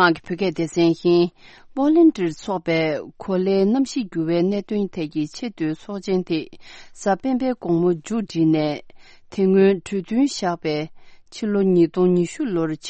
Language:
Tibetan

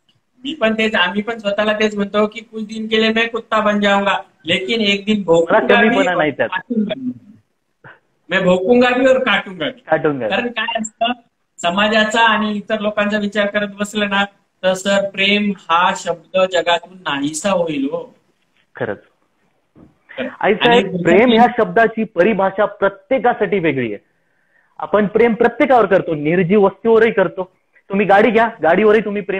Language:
Marathi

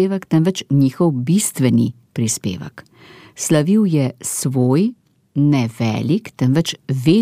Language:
Slovenian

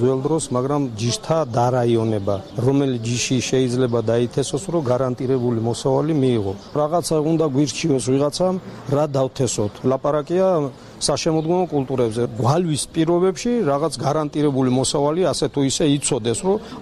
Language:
Georgian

